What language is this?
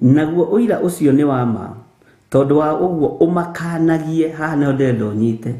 Kikuyu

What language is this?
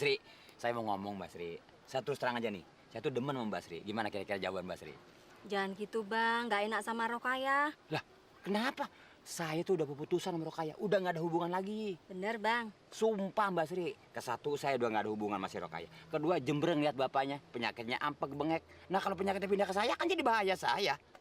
Betawi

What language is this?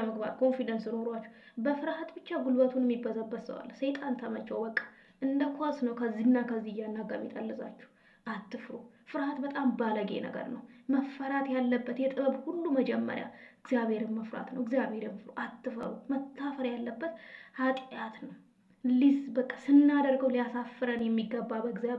Amharic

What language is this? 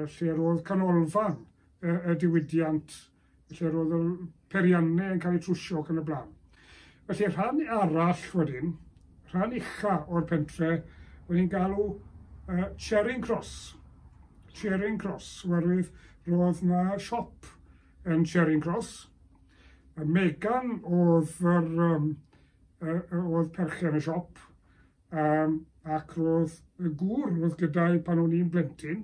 Welsh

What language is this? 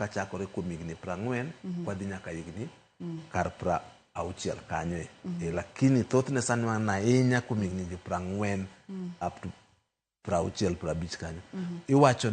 Luo (Kenya and Tanzania)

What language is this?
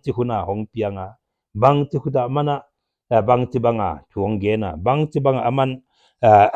Paite Chin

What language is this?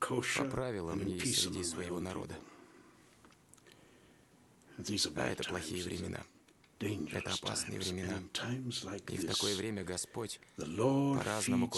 Russian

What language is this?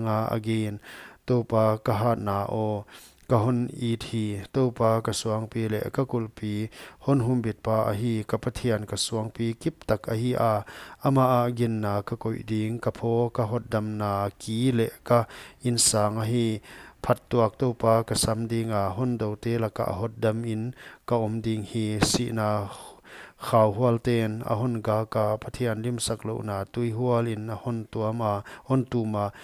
Paite Chin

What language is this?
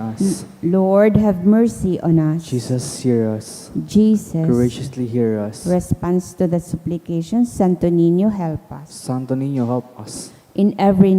Bikol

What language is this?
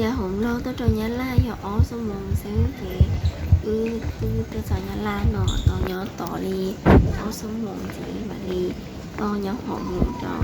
Hmong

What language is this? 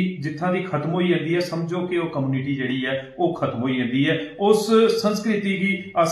Dogri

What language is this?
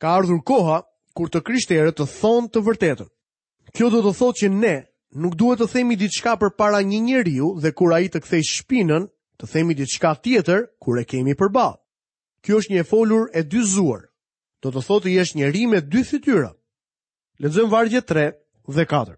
Albanian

